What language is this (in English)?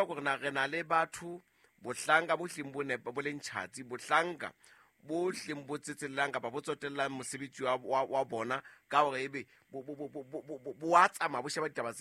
Southern Sotho